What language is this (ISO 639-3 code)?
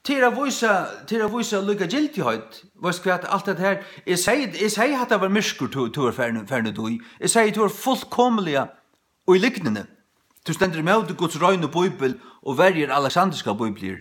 fao